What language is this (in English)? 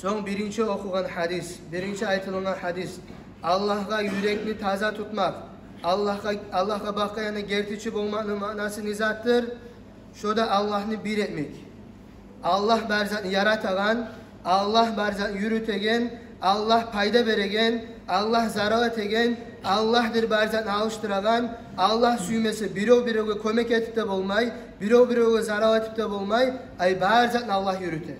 Kumyk